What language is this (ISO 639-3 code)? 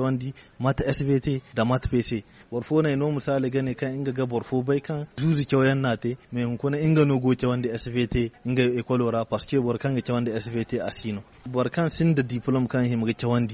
dje